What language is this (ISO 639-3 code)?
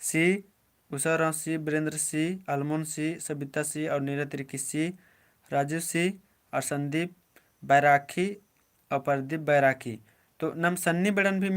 kru